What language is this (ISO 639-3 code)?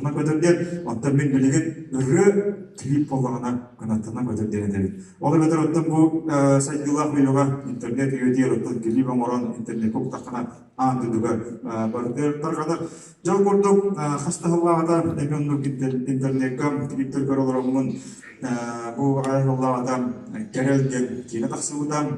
sah